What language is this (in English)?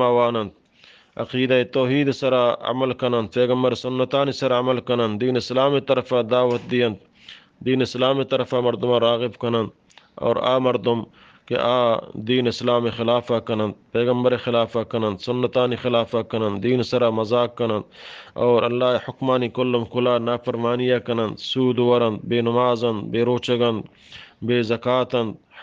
Eastern Balochi